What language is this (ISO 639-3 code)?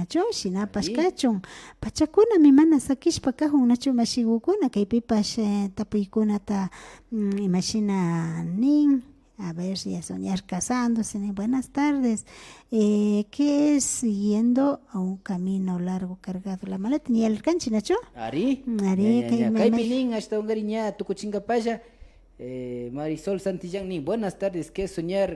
qvi